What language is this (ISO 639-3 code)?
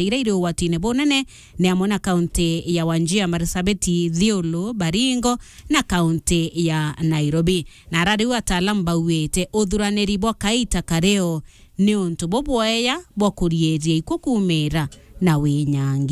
mer